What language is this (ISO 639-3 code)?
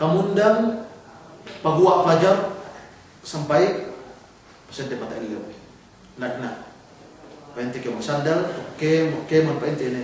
yka